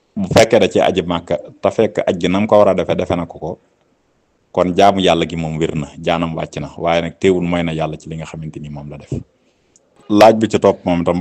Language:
Wolof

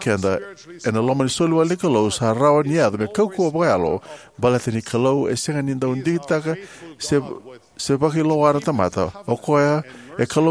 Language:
Fijian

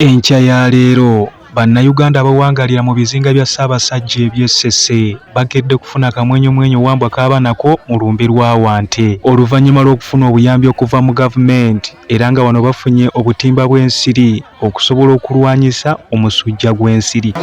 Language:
Ganda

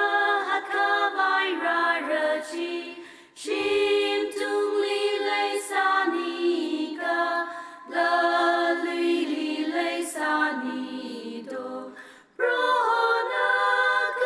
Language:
Tangkhul Naga (India)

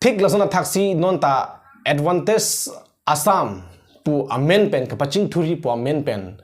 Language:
Karbi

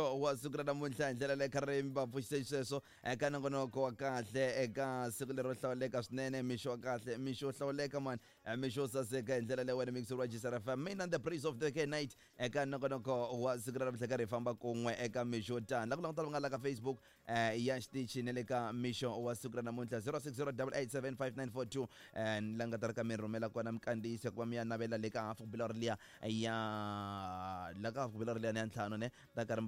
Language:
Tsonga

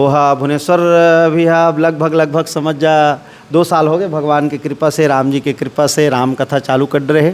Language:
Chhattisgarhi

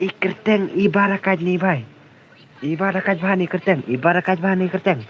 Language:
Khasi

